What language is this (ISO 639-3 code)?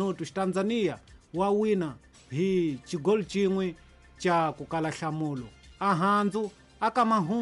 tso